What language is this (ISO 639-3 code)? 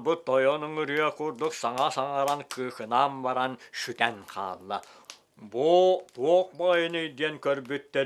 sah